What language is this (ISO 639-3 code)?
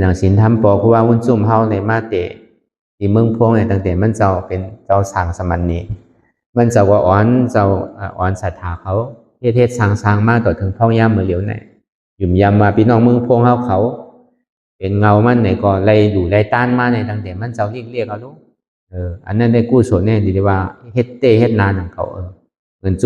shn